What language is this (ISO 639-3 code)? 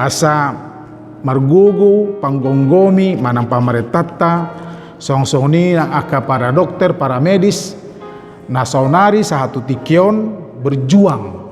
bbc